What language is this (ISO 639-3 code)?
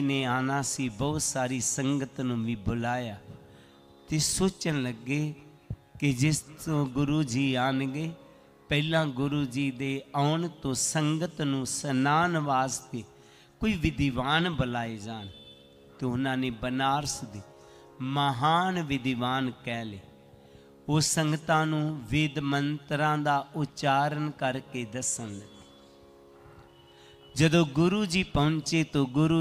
pan